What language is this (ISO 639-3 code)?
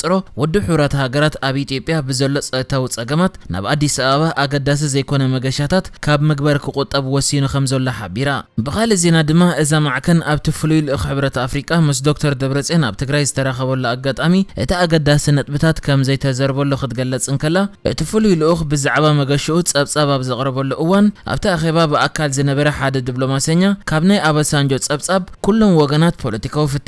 tir